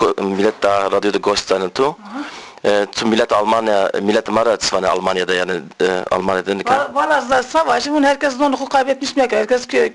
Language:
Zaza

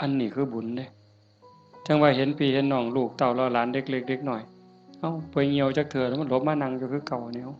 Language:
Northeastern Thai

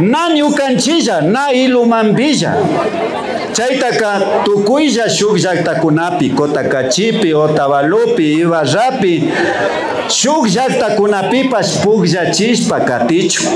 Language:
Imbabura Highland Quichua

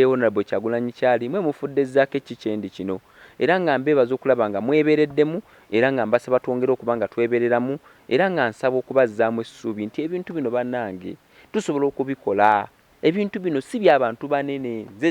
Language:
Ganda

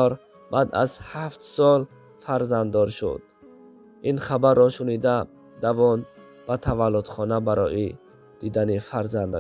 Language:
Tajik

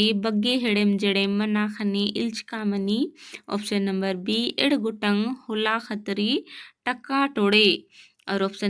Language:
Kurukh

